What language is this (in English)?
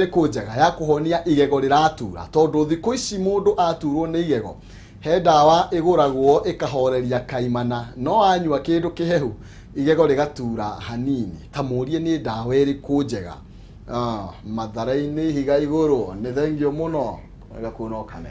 Kikuyu